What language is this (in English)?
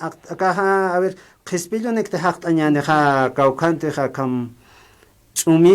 Aymara